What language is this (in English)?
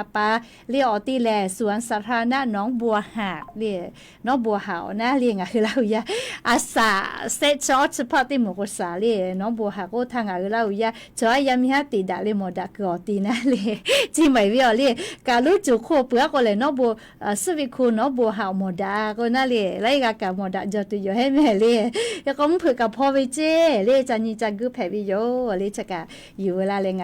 Lahu